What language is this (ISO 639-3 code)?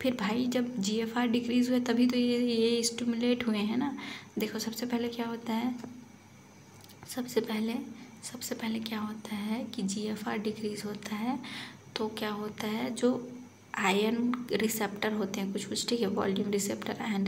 hin